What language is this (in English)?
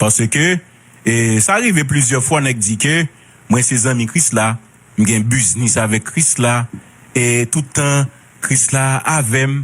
Haitian Creole